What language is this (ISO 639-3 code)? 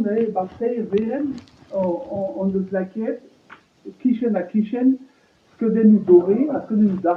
bre